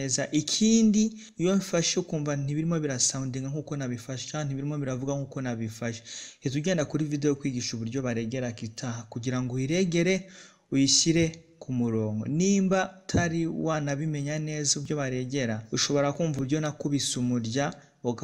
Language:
Kinyarwanda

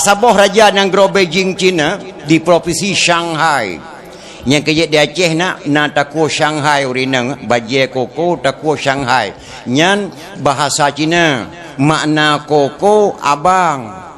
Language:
Achinese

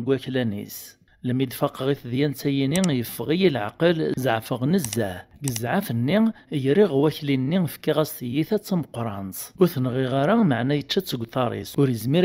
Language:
Kabyle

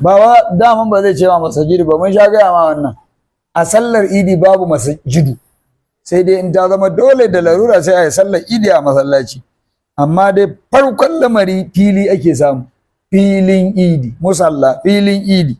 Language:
Hausa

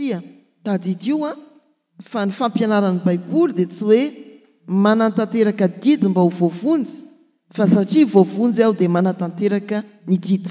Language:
Malagasy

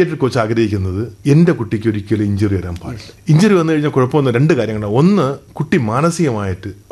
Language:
Malayalam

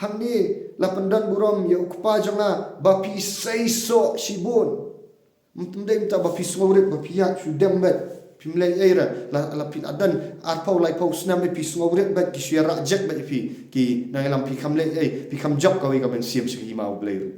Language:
Khasi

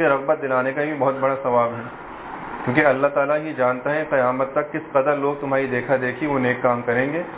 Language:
Urdu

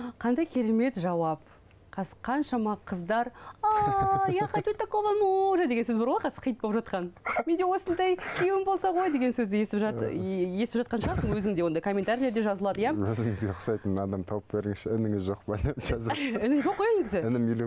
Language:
Kazakh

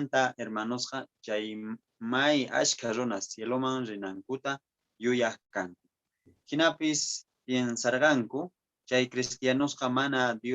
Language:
Quechua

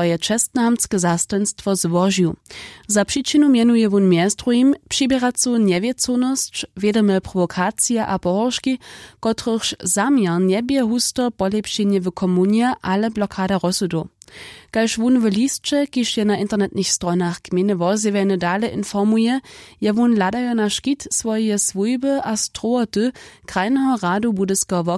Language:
Upper Sorbian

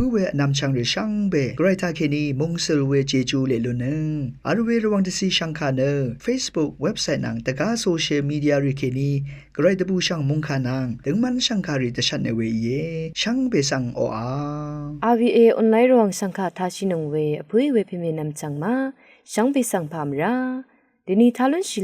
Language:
Rawang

